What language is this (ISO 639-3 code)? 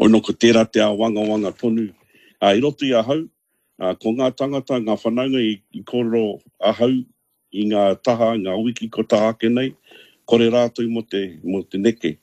mri